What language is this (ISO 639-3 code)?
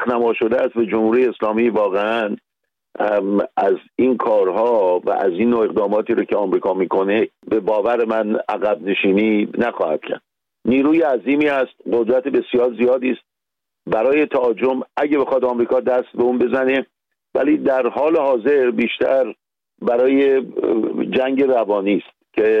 fas